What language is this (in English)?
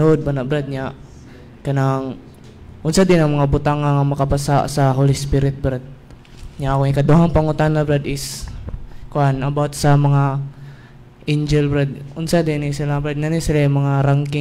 Cebuano